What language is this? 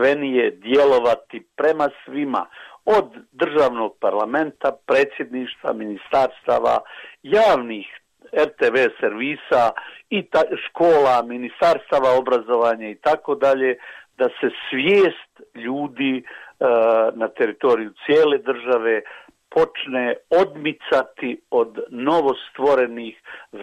Bosnian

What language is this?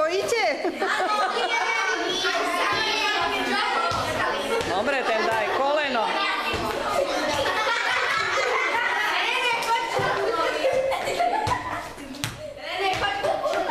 Slovak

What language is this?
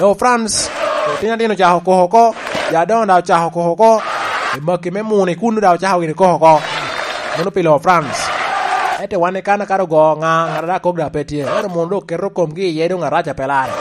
Lango (Uganda)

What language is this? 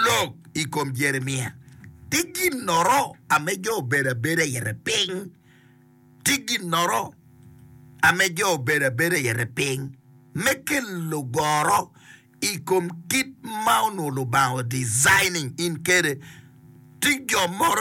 Acoli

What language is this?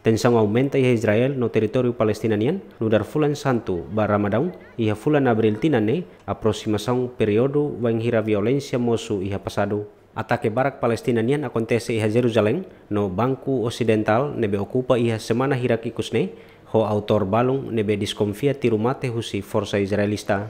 Tetum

